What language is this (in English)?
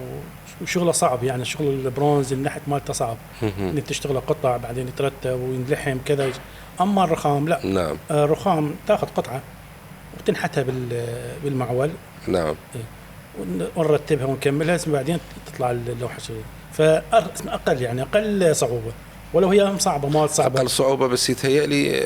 Mesopotamian Arabic